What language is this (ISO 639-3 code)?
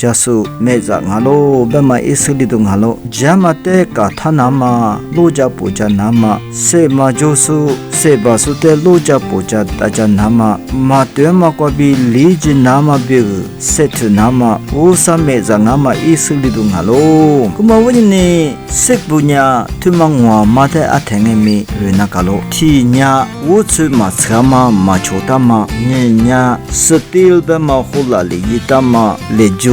lis